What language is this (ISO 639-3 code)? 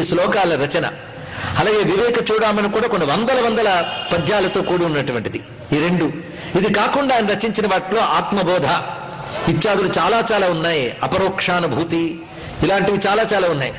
tel